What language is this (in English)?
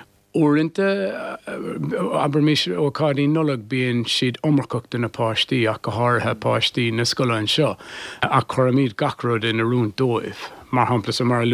Irish